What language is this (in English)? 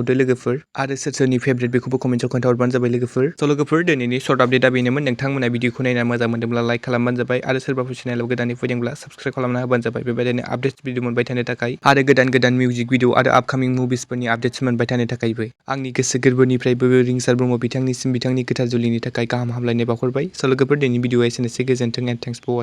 Bodo